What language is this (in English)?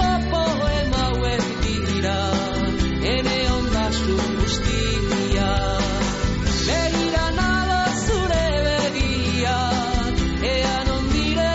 Basque